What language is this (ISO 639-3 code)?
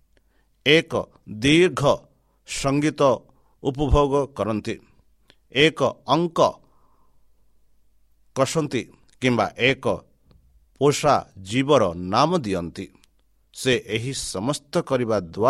ori